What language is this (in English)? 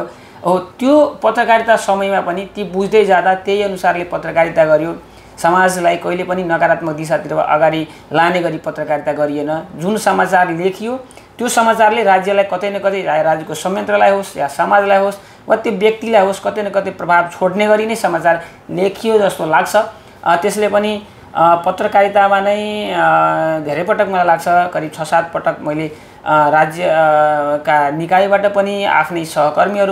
Nepali